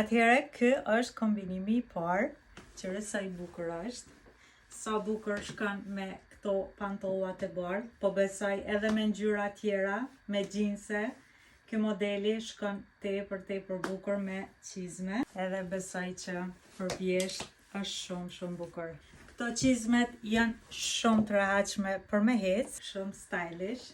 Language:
Albanian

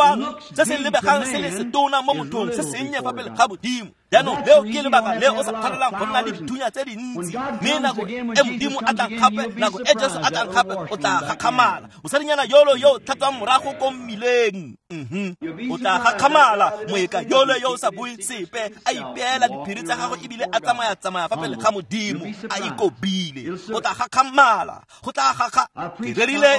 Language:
Tswana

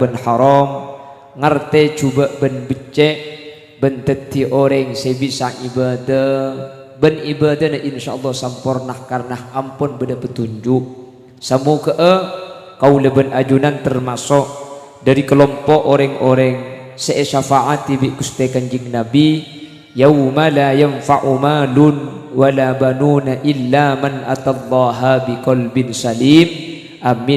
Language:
Madurese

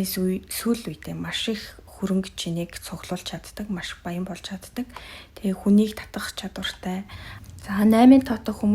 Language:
Mongolian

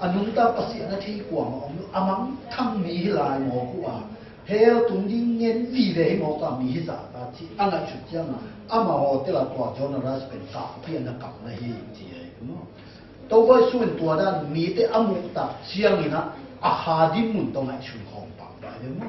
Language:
Tedim Chin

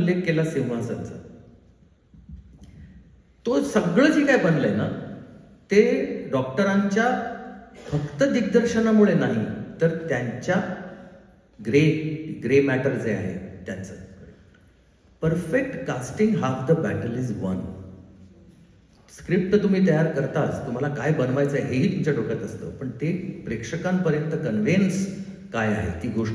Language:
Marathi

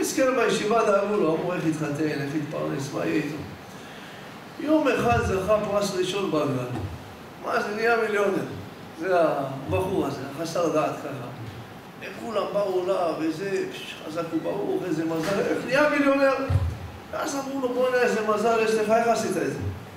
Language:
Hebrew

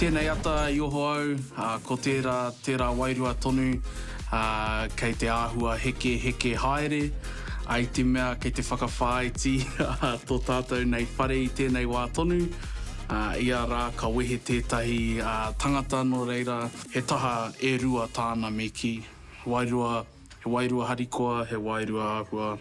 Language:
Māori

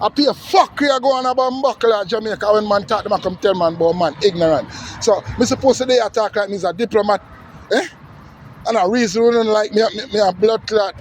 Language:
Jamaican Creole English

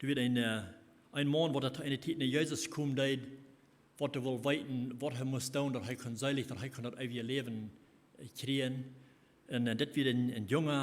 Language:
Plautdietsch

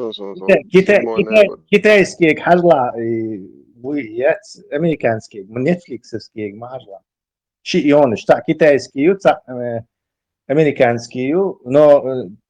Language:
Chechen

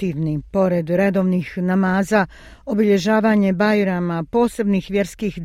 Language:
Bosnian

